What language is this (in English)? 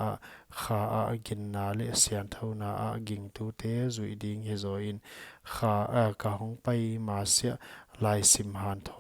Paite Chin